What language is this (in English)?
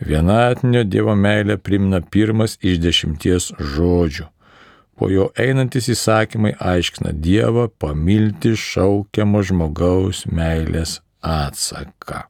Lithuanian